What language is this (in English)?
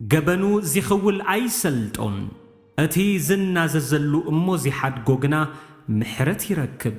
Tigrinya